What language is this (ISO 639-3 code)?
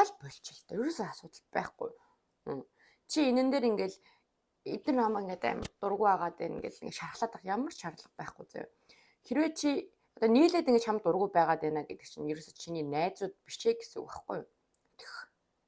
mon